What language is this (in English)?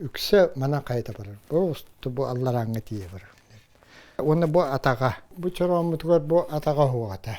Yakut